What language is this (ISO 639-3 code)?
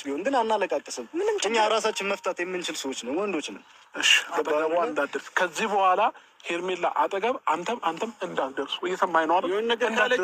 amh